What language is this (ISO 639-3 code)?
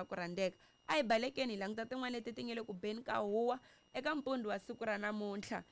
tso